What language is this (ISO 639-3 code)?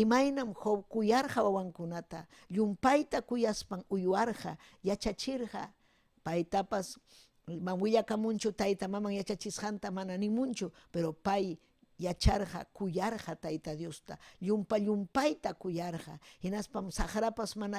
quy